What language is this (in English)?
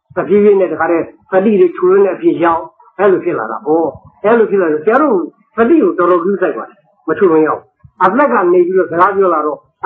Burmese